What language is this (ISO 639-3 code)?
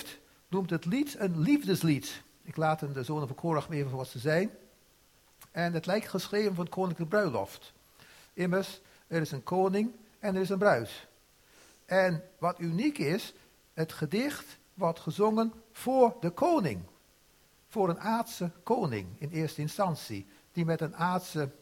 nld